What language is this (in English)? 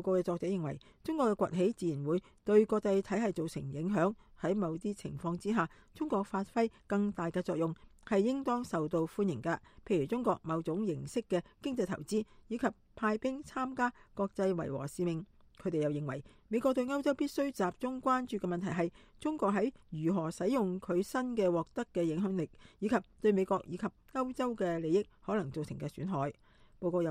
Cantonese